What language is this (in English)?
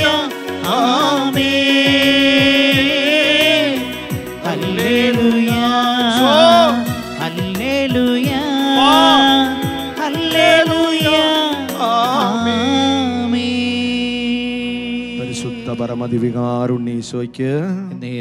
Malayalam